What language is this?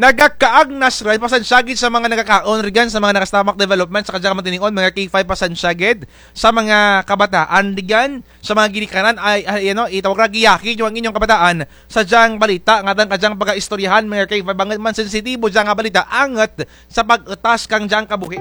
Kinaray-a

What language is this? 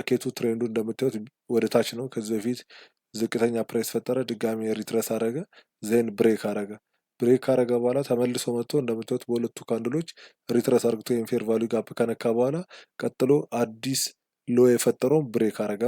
Amharic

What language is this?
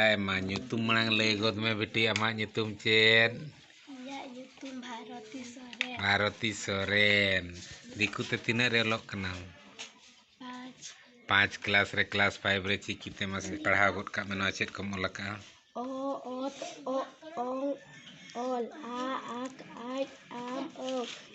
Santali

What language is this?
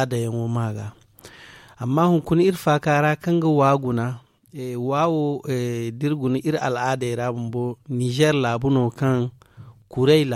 Zarma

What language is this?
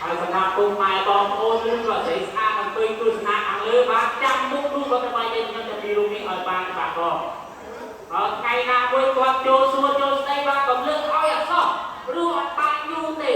Khmer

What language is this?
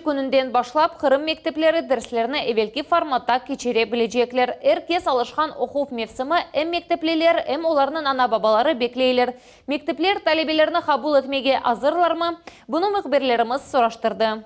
Crimean Tatar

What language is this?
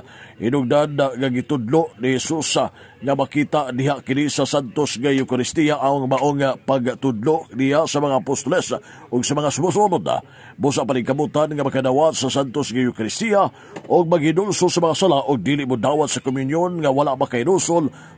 Cebuano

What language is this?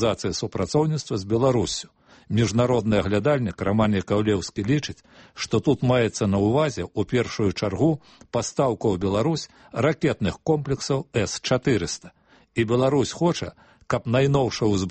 Belarusian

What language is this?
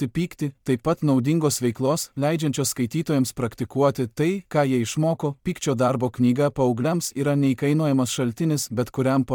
Lithuanian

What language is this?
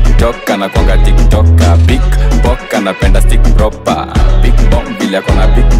Swahili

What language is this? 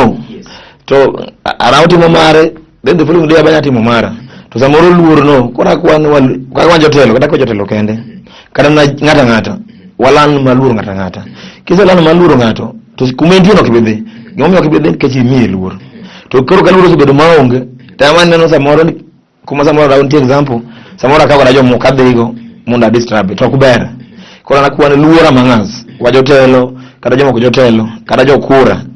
Luo (Kenya and Tanzania)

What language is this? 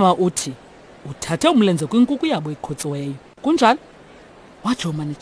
Xhosa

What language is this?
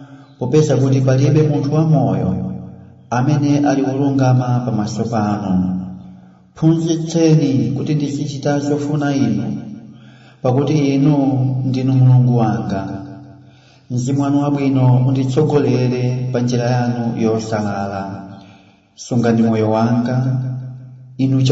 Nyanja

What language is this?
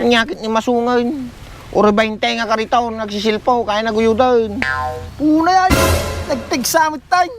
Iloko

